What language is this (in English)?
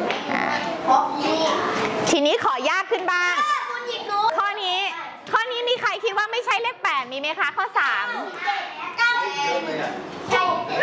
Thai